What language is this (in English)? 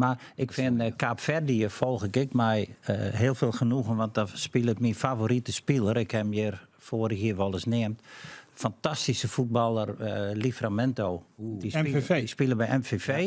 Western Frisian